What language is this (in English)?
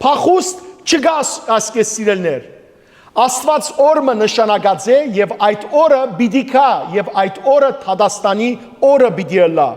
Western Armenian